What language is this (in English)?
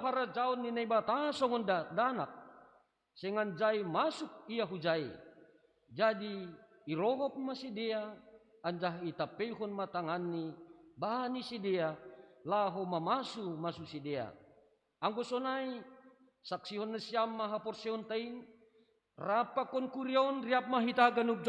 Batak Simalungun